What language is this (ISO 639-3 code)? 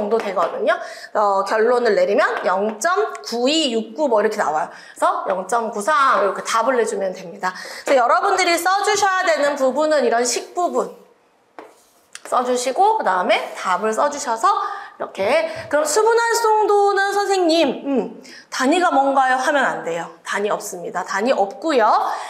kor